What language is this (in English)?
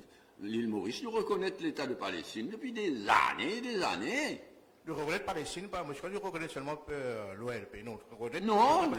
Morisyen